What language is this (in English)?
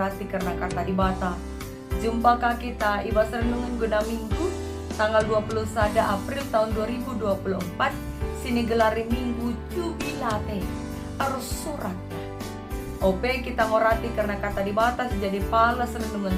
Batak Karo